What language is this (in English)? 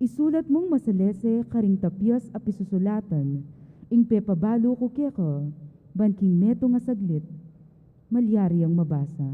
Pampanga